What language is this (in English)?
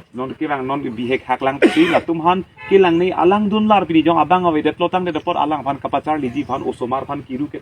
Karbi